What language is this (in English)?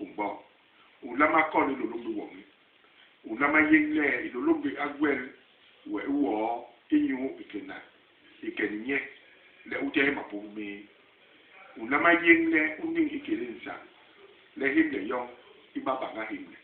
Basaa